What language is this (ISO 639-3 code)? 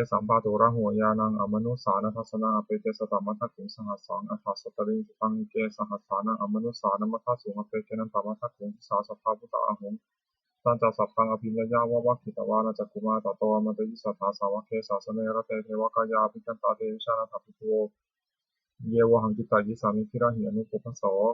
pli